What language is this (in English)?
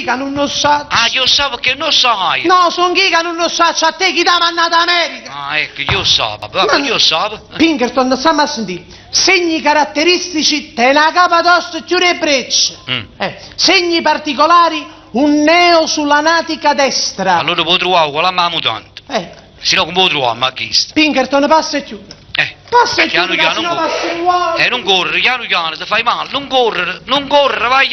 Neapolitan